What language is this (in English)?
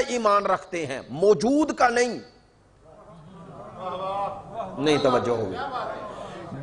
Urdu